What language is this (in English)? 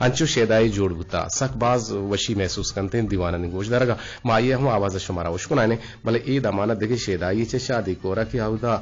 Eastern Balochi